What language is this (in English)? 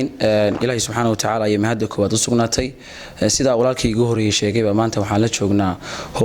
Somali